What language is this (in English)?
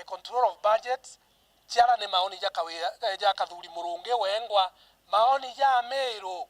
Meru